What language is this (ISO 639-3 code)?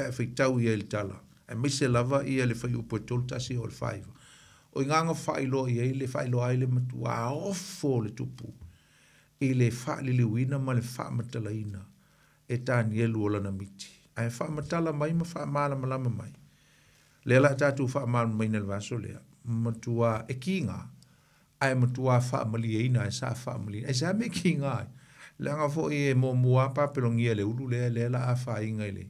smo